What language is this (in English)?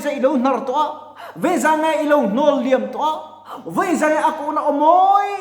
Mizo